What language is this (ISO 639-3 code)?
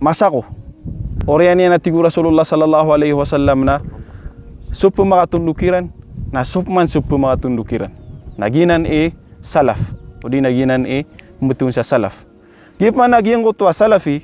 mrw